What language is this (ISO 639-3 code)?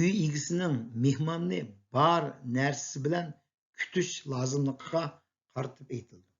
uig